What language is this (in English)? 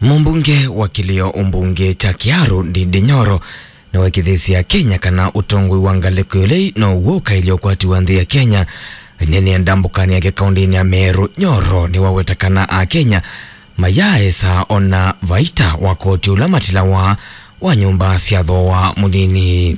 Kamba